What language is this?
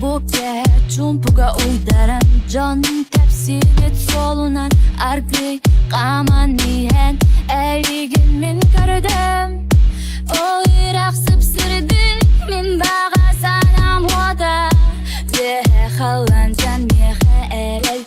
Yakut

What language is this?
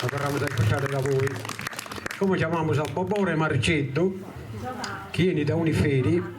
Sardinian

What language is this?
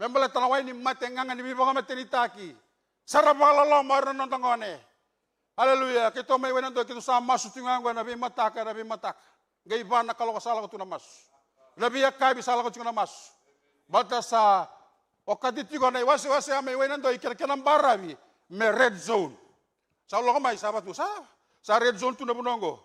Fijian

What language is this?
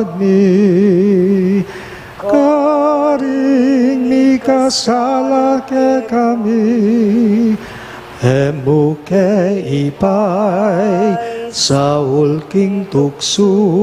Pampanga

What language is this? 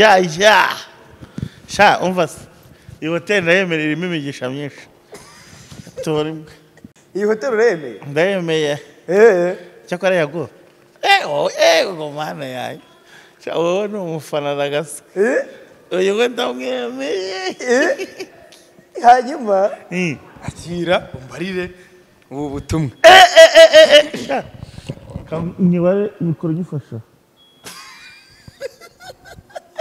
Kinyarwanda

